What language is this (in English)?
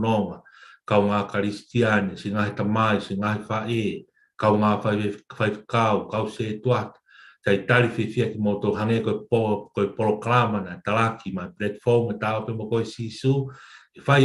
Tongan